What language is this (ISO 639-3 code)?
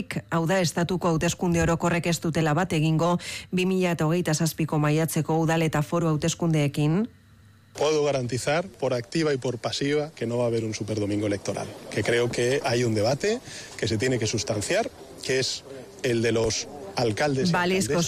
eus